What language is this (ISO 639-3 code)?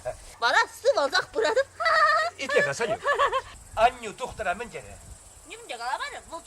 chv